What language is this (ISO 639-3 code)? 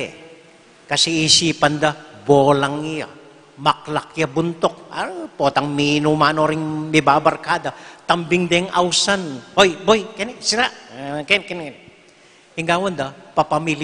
pam